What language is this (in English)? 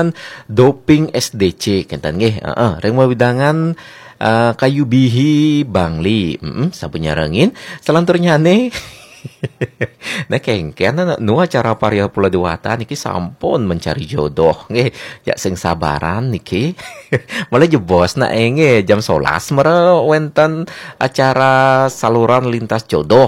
Balinese